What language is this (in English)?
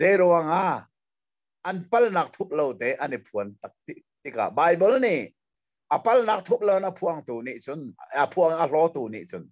Hakha Chin